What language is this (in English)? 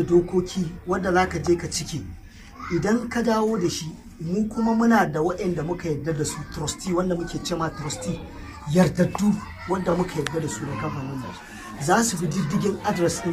Hausa